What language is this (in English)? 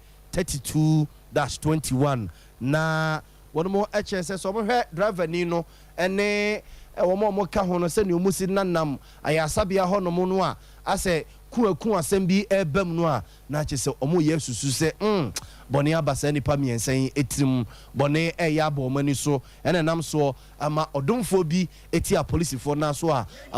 Akan